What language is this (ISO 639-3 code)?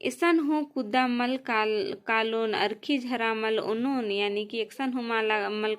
kru